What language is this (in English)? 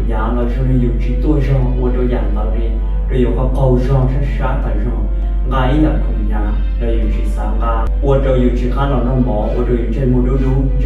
Hmong